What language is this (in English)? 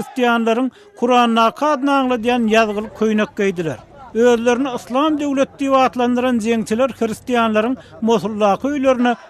Turkmen